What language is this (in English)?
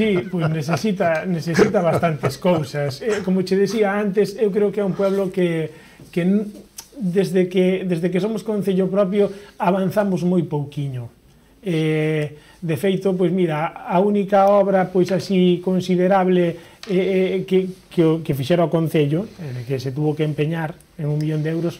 Galician